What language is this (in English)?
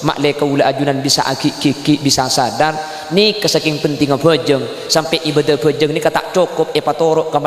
Madurese